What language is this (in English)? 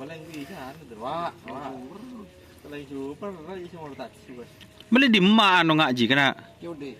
Madurese